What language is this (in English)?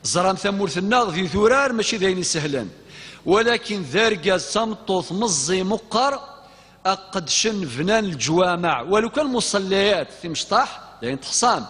Kabyle